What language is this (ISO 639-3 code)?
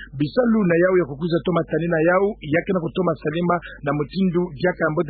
ktu